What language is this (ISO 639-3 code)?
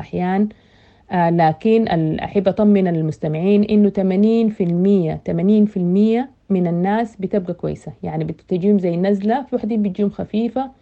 apd